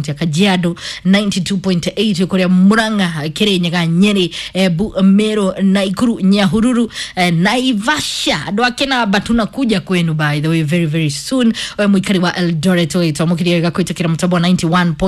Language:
Kikuyu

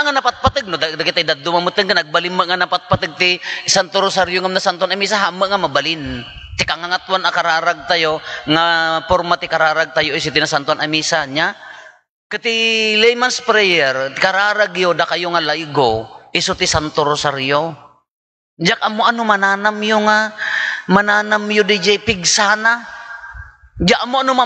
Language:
Iloko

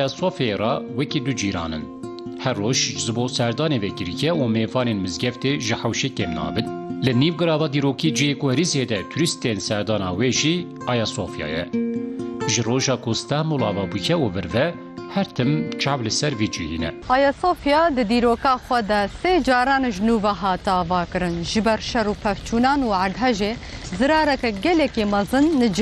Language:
Kurdish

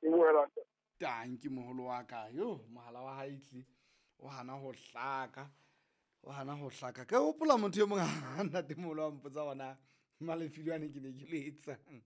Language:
Southern Sotho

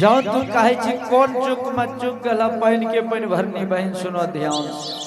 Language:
Angika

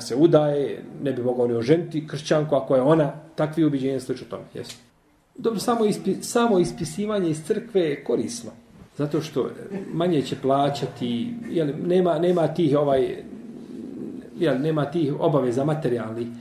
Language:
Bosnian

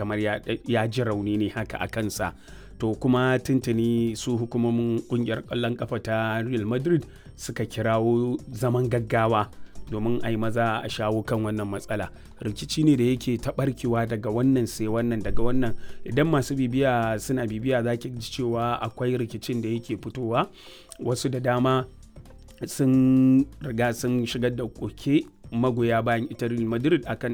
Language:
Hausa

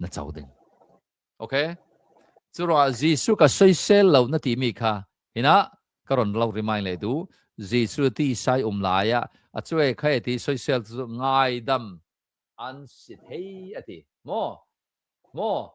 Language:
Hakha Chin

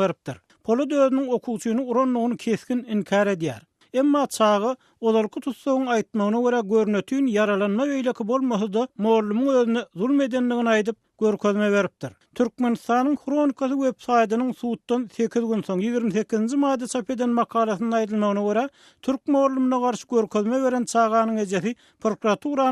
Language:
Turkmen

